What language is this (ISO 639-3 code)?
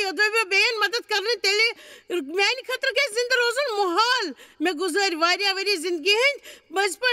kas